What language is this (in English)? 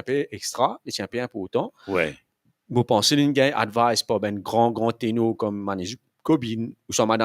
Morisyen